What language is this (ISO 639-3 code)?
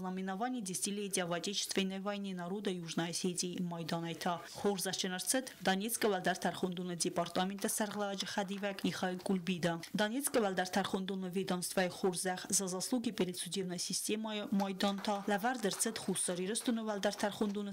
oss